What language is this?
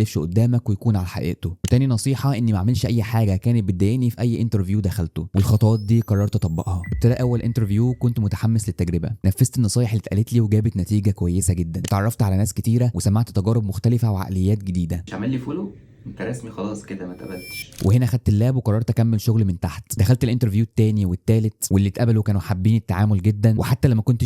Egyptian Arabic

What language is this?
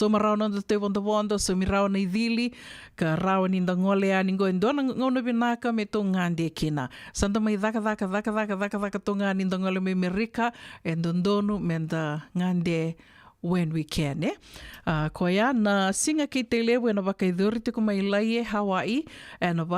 Fijian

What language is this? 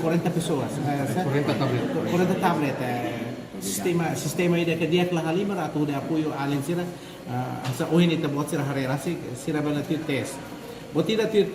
Tetum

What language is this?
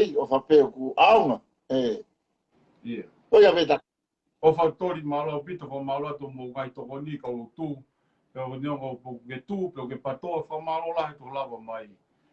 Tongan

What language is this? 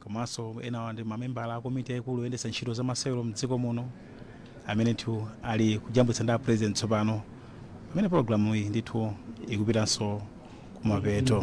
Nyanja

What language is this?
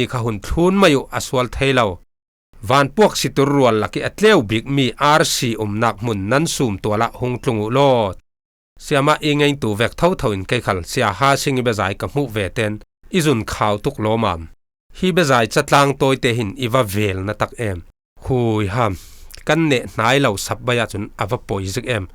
Falam Chin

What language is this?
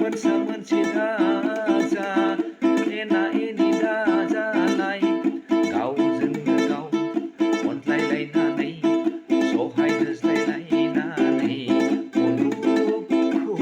Bodo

